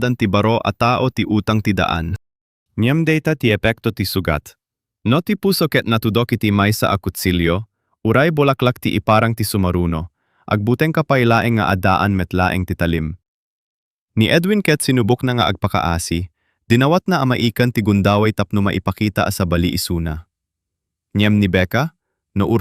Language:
Iloko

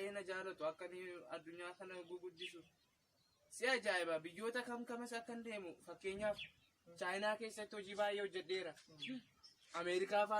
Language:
Oromo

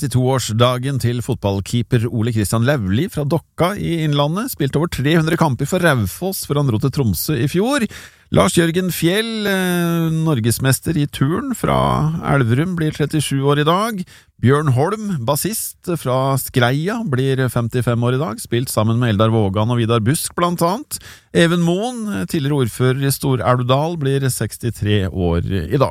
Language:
Norwegian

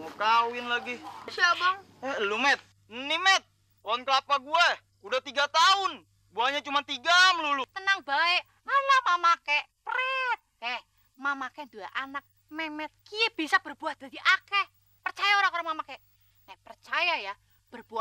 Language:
Betawi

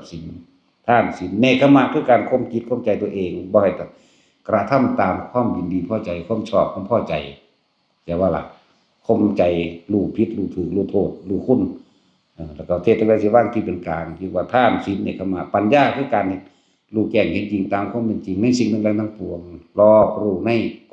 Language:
Northeastern Thai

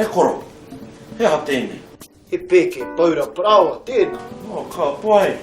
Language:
Māori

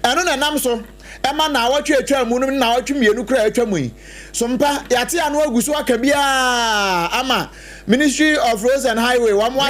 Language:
Akan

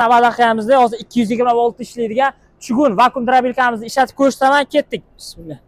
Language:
Uzbek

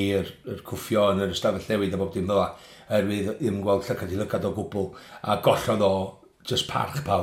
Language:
Welsh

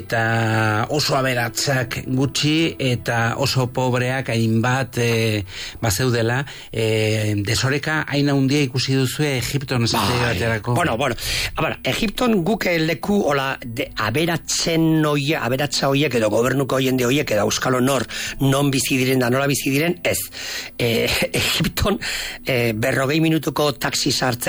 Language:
Basque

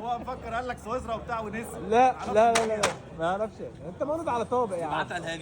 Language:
Egyptian Arabic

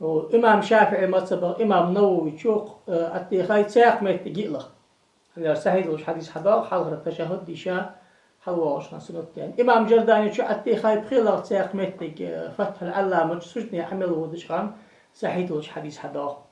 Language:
Ingush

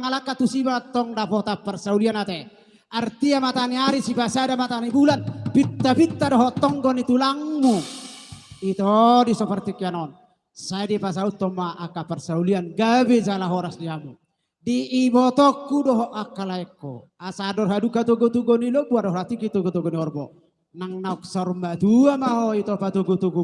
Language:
Batak Toba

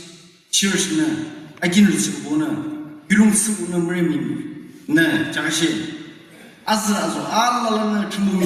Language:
Yimchungru Naga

